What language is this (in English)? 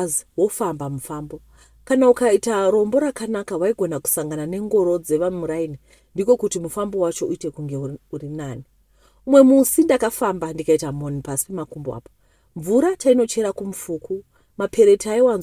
Shona